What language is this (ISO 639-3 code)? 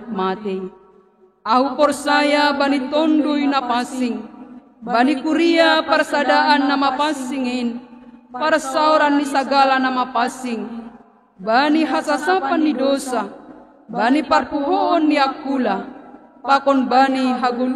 bts